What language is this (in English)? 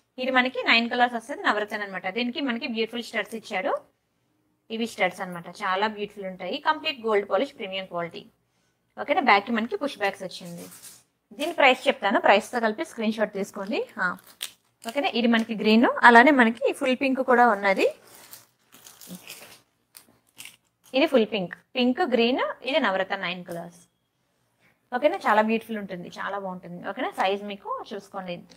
Telugu